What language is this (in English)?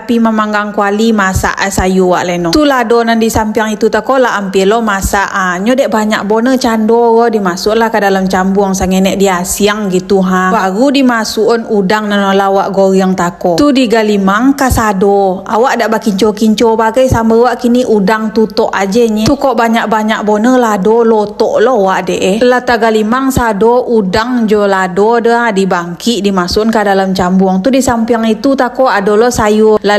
Minangkabau